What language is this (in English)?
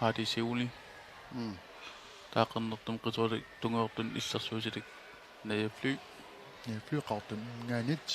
Kalaallisut